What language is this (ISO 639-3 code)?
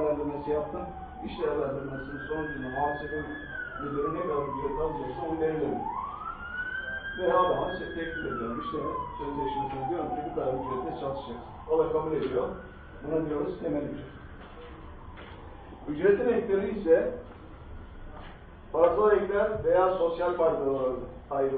tur